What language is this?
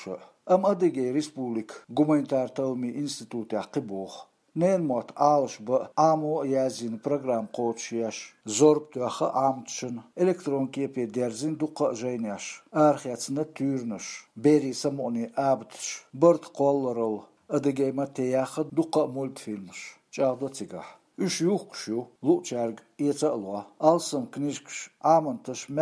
Chechen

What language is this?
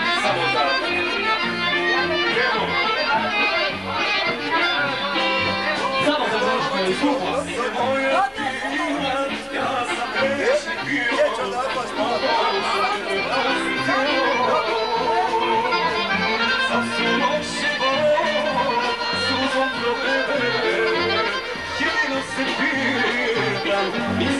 Croatian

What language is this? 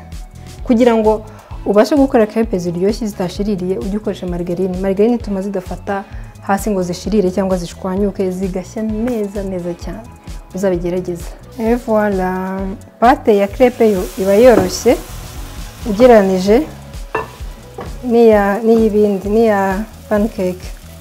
Kinyarwanda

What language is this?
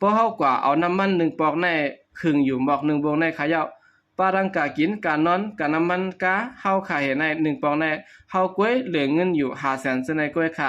Shan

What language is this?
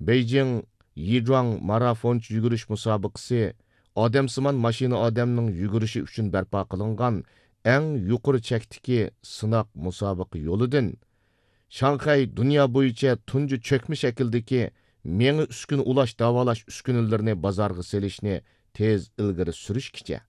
Uyghur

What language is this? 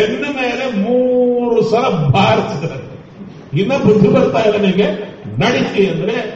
Kannada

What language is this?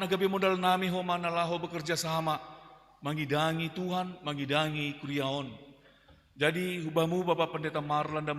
Batak Simalungun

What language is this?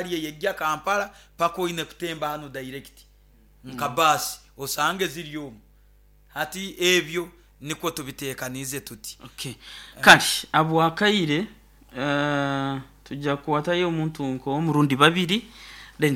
Nyoro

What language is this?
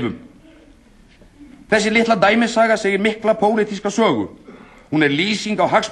Icelandic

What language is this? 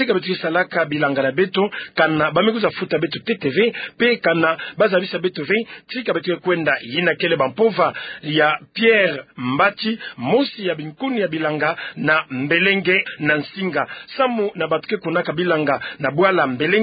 Kituba (Democratic Republic of Congo)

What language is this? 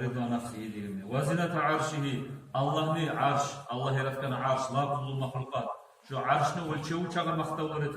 Kumyk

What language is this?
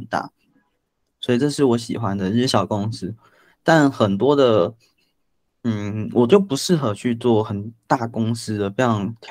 Chinese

